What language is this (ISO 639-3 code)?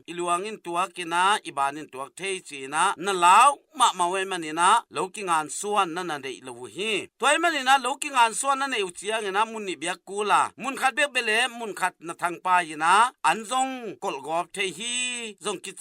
ctd